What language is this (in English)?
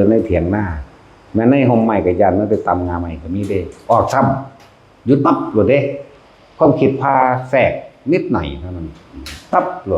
Northeastern Thai